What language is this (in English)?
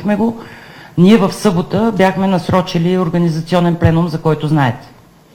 Bulgarian